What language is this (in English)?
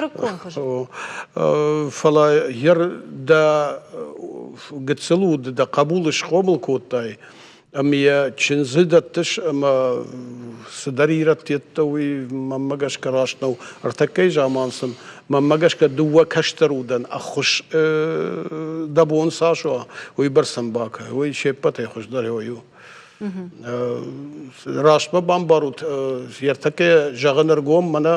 Ossetic